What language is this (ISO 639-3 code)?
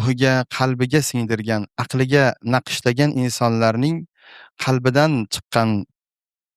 uzb